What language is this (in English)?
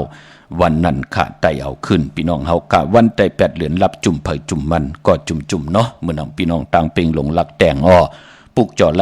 Shan